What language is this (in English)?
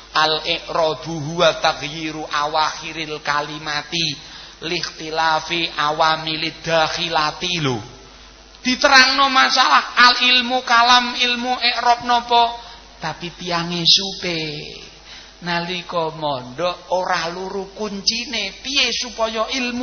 Javanese